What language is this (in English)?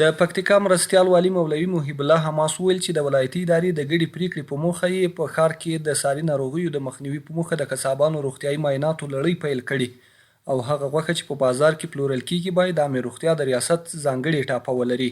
Pashto